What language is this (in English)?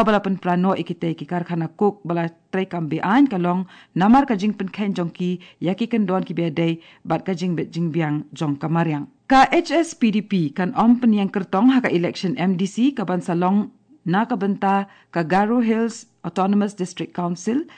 Khasi